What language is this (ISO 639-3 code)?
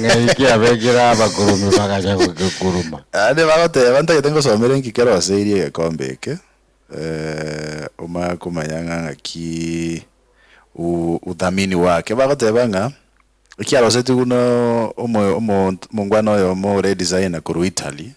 guz